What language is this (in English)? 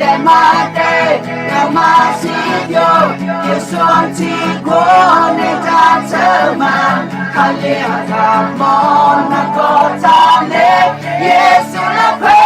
Akha